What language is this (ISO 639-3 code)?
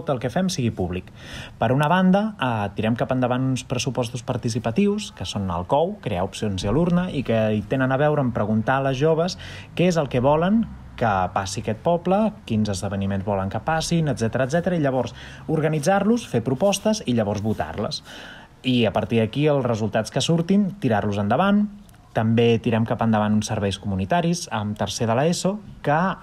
cat